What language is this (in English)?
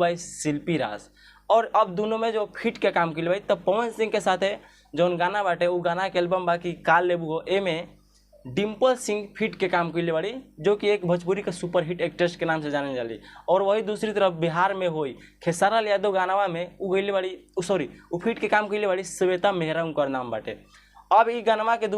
Bhojpuri